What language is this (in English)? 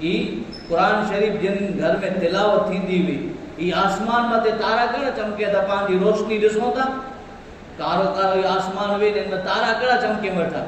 Kachhi